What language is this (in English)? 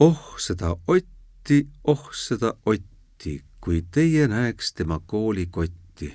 Estonian